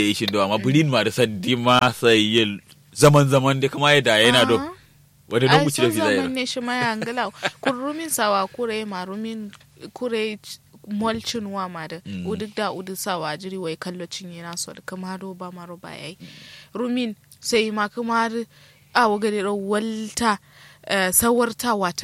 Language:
Kanuri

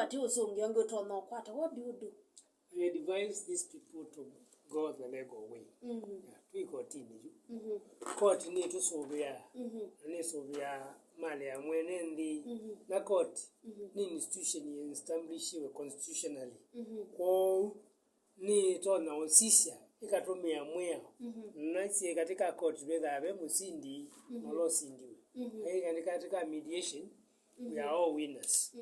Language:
Kamba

